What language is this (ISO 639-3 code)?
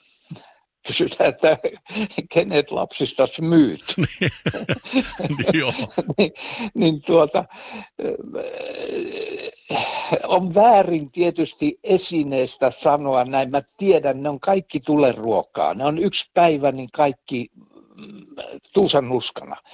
fin